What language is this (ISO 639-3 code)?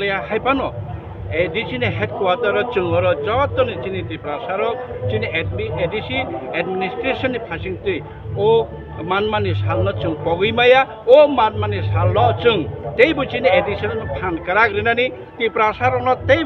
trp